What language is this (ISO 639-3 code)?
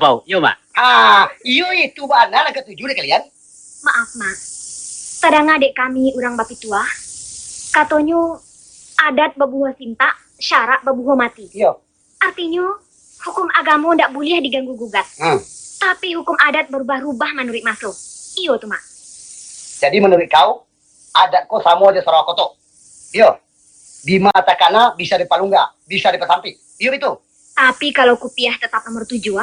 min